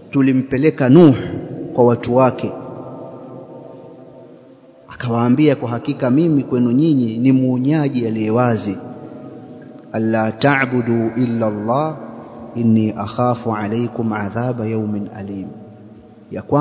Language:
Swahili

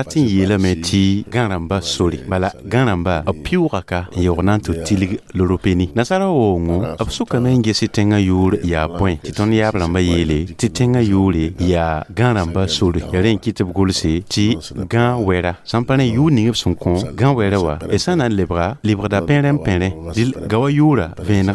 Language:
Mossi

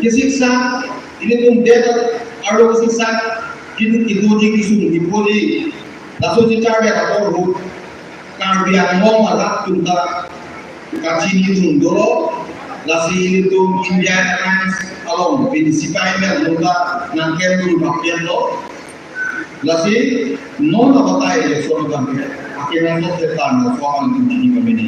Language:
Karbi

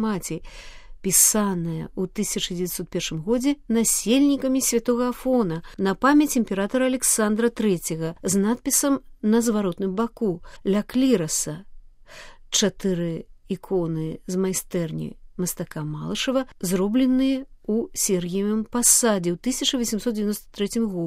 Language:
Belarusian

